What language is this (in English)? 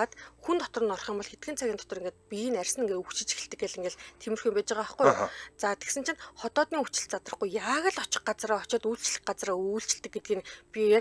Mongolian